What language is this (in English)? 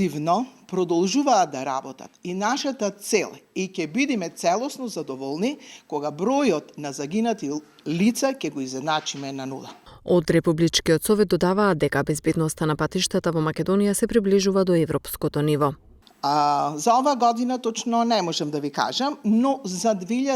Macedonian